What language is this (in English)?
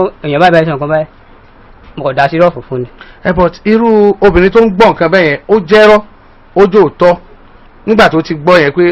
Yoruba